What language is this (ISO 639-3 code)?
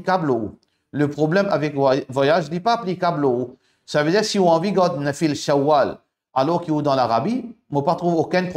mfe